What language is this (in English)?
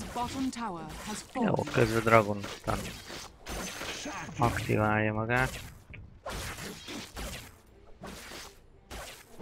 Hungarian